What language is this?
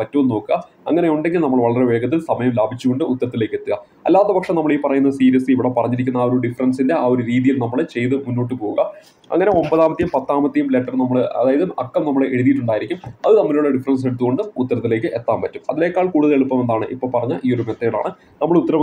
Malayalam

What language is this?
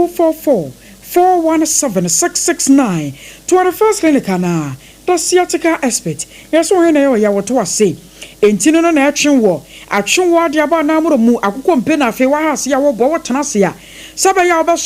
Akan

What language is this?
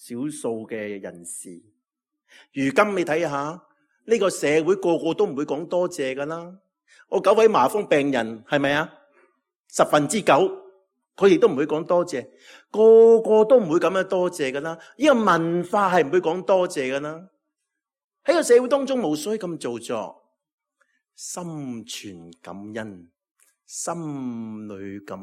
Cantonese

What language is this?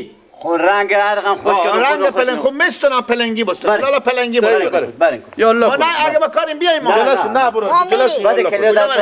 Persian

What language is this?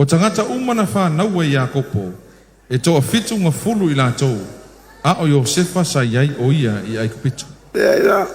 Samoan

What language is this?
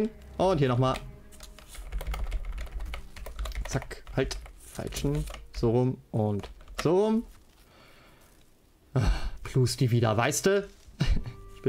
German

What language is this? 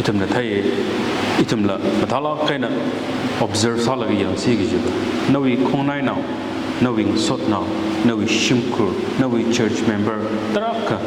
Tangkhul Naga (India)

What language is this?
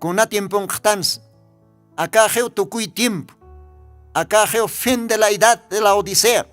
Aymara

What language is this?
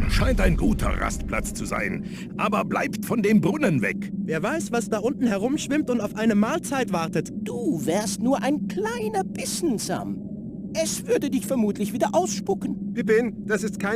Bavarian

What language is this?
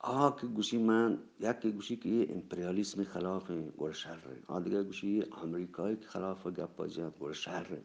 Eastern Balochi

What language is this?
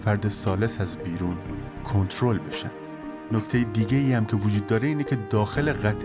Persian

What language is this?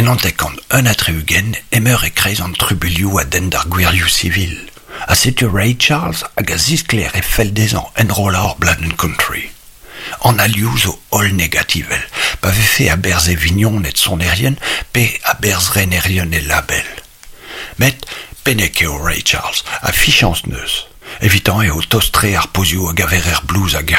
Breton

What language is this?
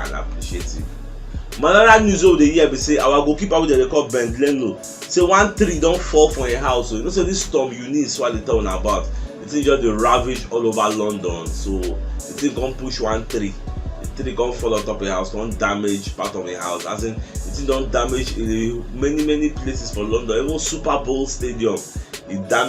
Nigerian Pidgin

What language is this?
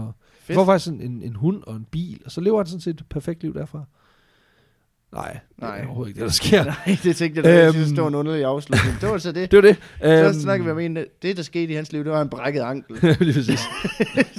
Danish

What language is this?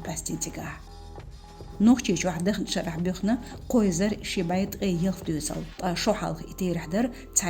Chechen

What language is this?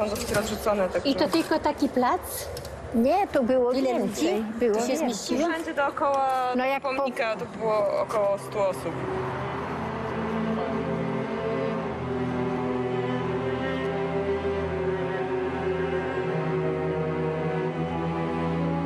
Polish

